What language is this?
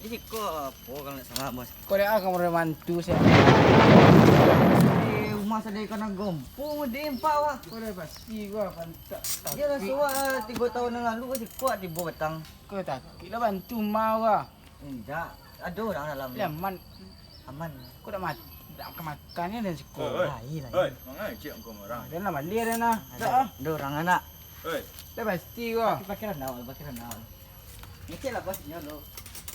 Minangkabau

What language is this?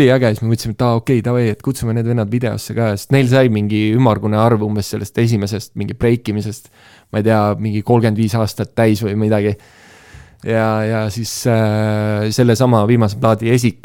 Estonian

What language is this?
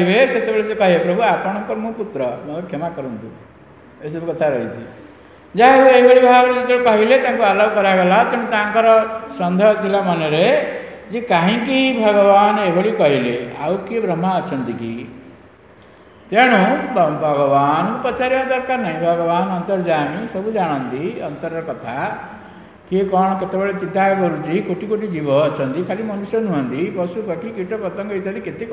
Odia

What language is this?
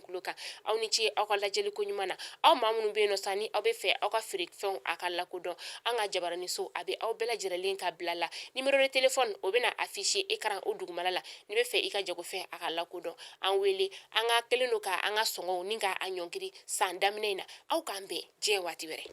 Bambara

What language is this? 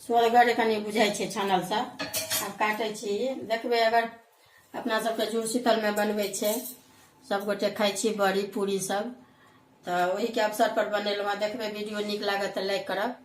Maithili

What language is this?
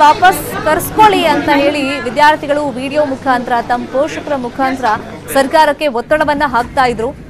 Kannada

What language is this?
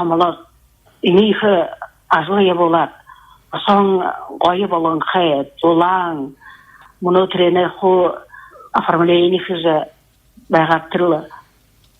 Buriat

